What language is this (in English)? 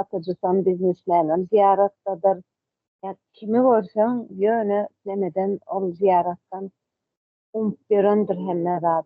Turkmen